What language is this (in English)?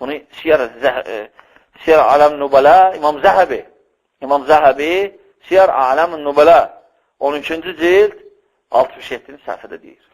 Azerbaijani